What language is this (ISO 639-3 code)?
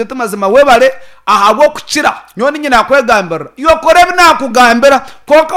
nyn